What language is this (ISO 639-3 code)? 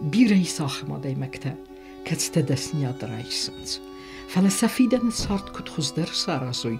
oss